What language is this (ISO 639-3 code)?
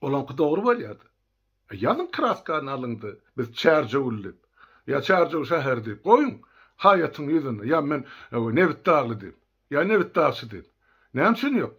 tuk